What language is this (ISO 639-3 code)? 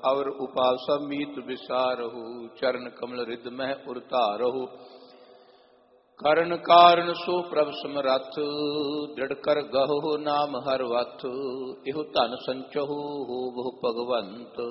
pan